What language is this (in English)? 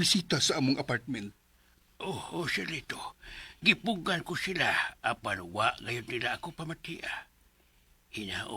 Cebuano